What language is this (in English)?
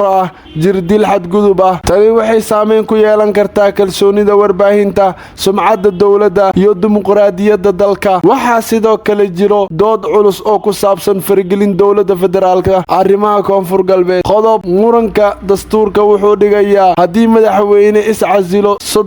Somali